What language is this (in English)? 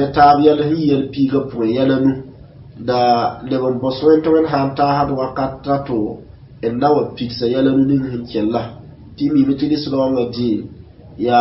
Mossi